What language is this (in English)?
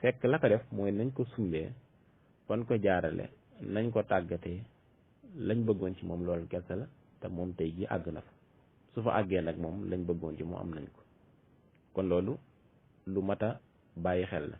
Wolof